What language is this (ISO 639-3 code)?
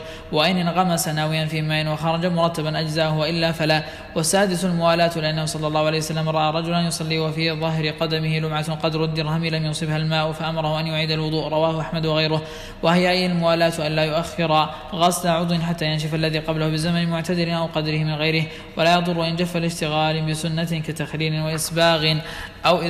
ara